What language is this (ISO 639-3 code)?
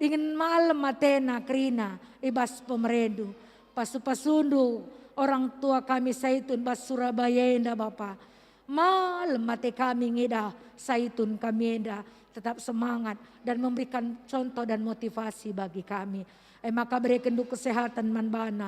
btx